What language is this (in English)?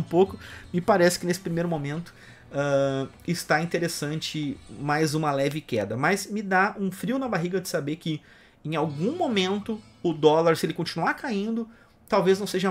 Portuguese